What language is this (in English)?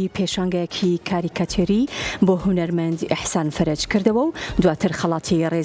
Central Kurdish